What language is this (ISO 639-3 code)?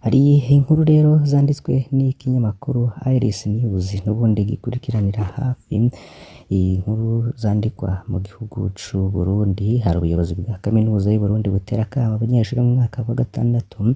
run